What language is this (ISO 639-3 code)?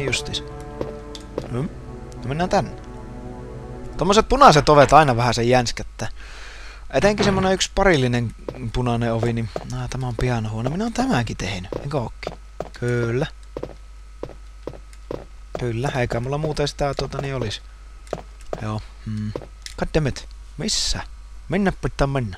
fin